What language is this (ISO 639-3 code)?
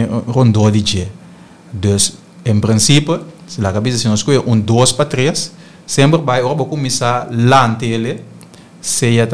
pap